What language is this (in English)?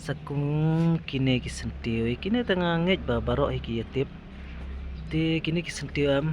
Khasi